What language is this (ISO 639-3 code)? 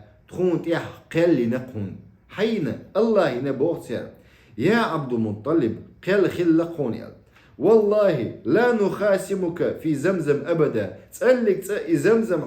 che